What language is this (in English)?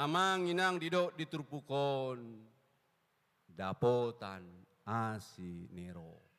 Batak Toba